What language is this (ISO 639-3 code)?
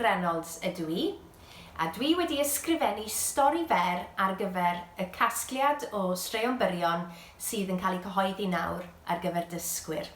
cym